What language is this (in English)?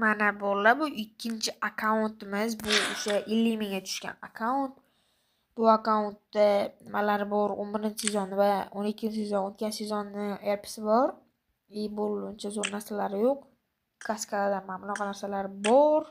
Uzbek